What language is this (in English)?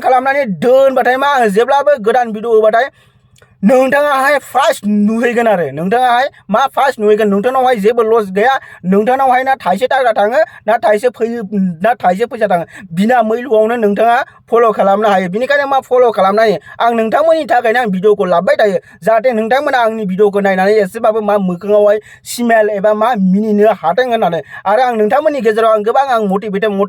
Bodo